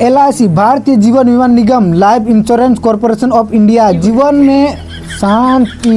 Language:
Santali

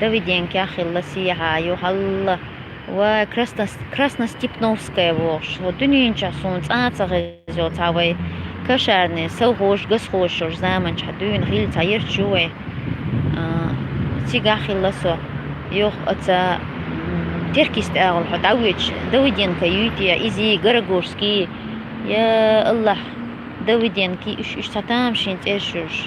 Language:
Chechen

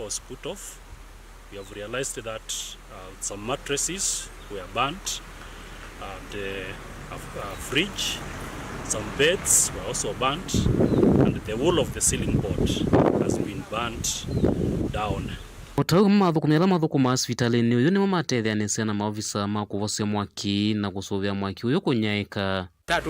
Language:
Kamba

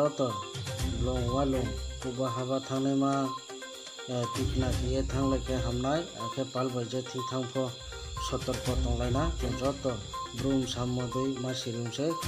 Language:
Kok Borok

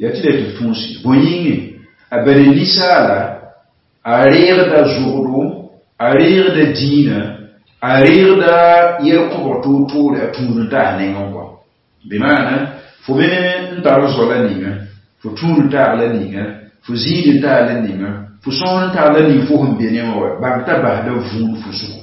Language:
Mossi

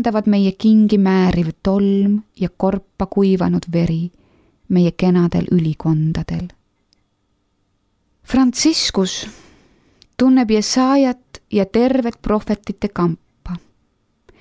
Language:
Estonian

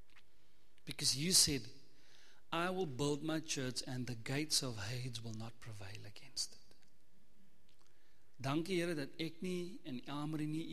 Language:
Afrikaans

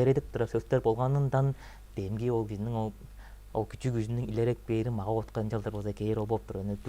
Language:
Tuvinian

